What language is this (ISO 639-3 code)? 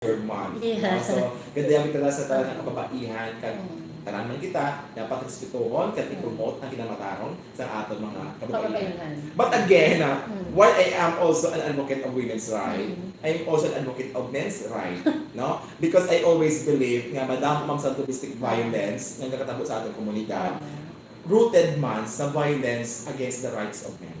hil